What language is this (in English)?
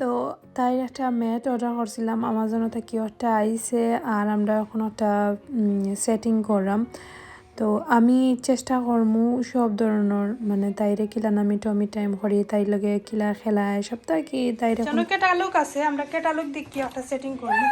Sylheti